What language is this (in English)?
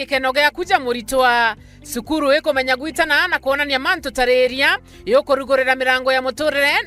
Meru